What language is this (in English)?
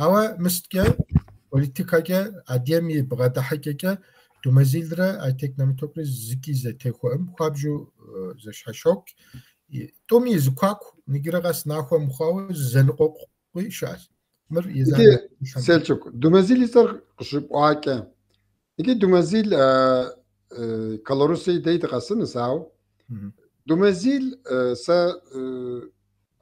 Kabardian